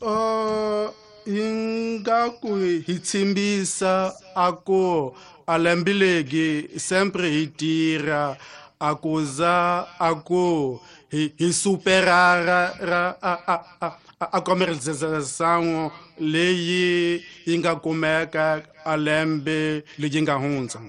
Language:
Tsonga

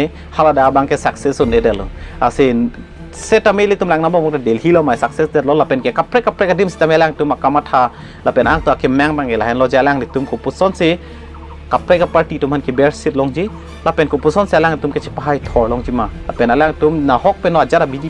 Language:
Karbi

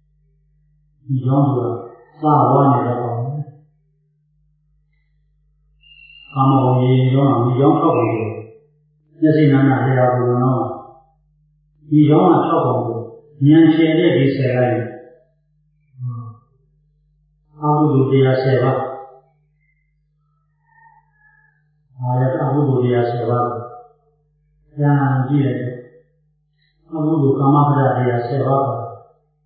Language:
Burmese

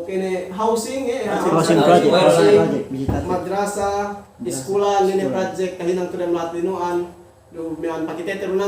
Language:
Yakan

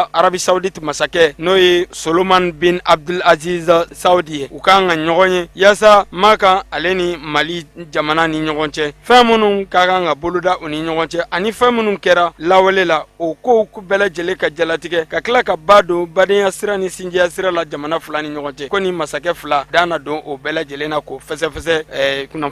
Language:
Bambara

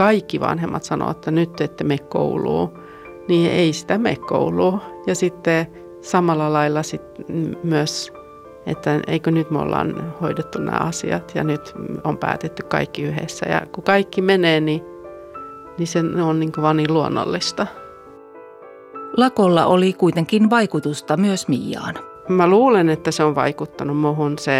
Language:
Finnish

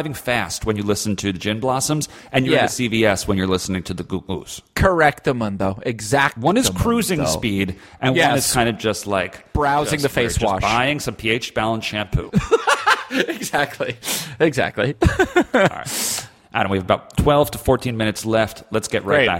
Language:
English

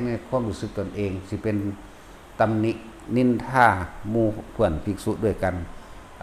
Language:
Northeastern Thai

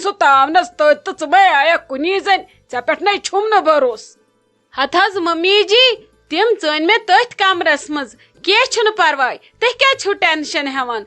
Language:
Kashmiri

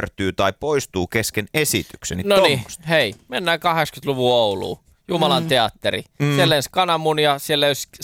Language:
Finnish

